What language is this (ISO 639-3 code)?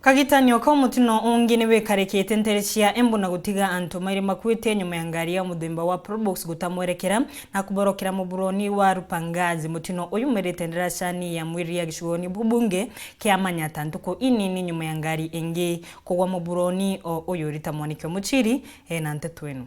mer